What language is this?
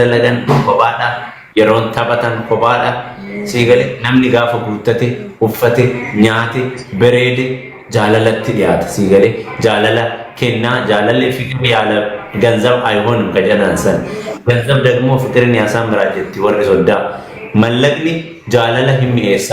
Oromo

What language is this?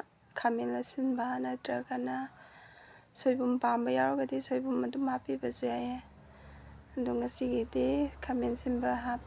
Manipuri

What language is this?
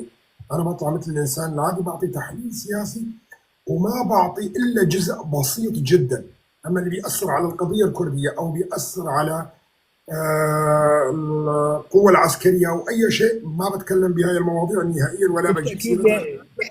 North Levantine Arabic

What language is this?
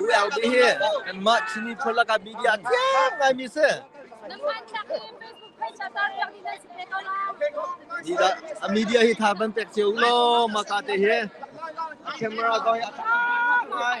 Hakha Chin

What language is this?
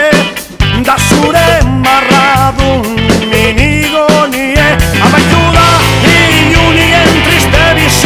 Basque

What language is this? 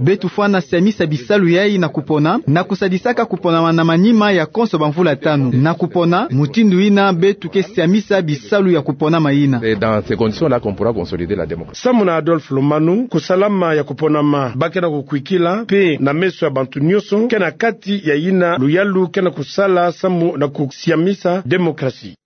Kituba (Democratic Republic of Congo)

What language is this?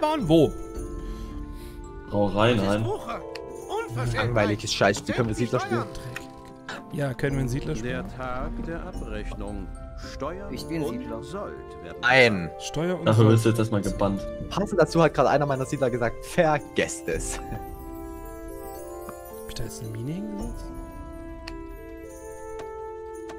German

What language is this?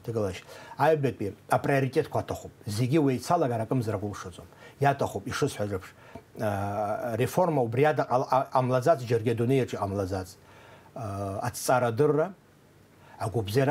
Abkhazian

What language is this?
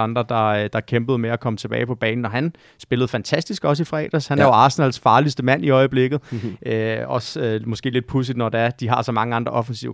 Danish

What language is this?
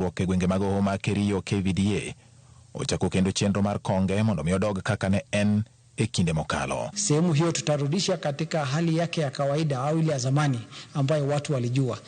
Luo (Kenya and Tanzania)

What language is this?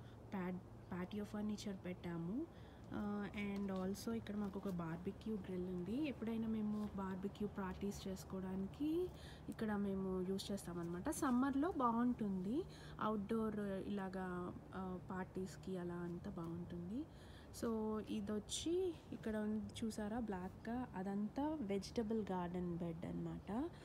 Telugu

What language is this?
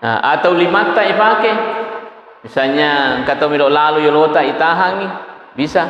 Buginese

